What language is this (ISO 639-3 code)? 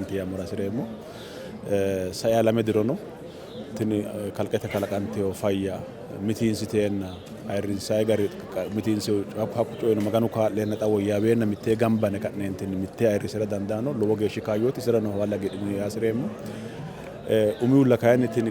sid